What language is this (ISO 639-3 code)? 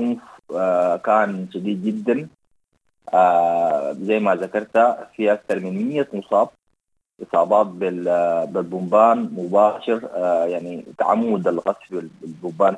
apd